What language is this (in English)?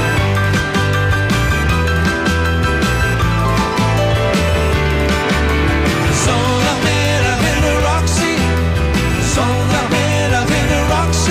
Dutch